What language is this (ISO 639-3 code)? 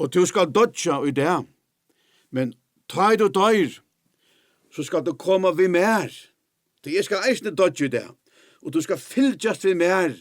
fao